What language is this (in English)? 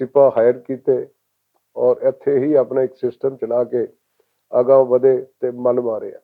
Western Panjabi